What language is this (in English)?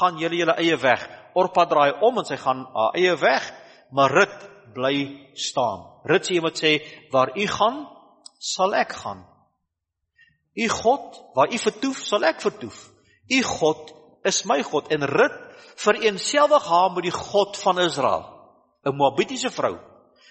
Afrikaans